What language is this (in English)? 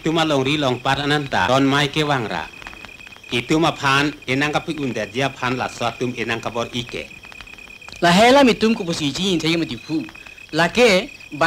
Karbi